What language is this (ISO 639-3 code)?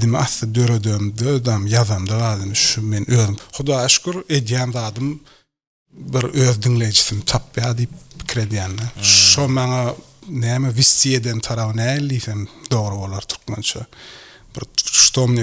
tuk